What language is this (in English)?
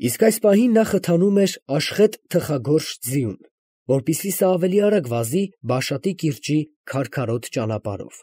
Armenian